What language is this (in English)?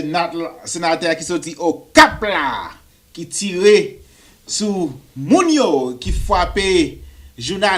Haitian Creole